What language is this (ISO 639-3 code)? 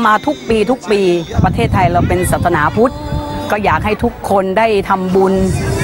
tha